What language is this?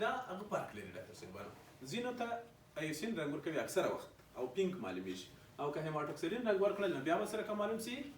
Pashto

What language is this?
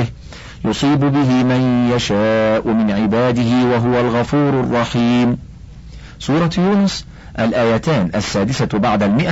Arabic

